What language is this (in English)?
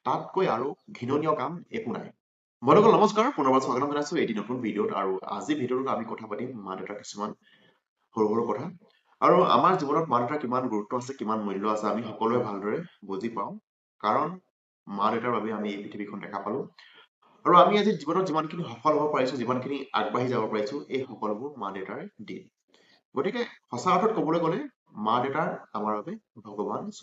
Assamese